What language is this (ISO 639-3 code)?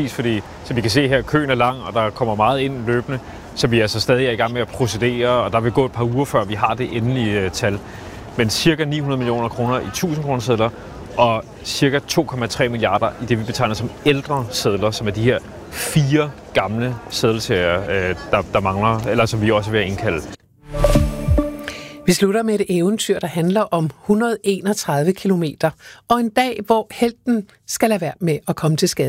dan